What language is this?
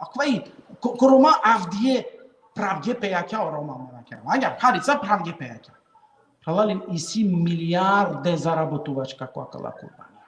Balkan Romani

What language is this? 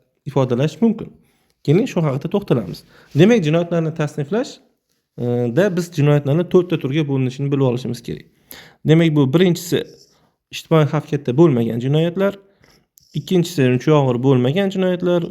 Uzbek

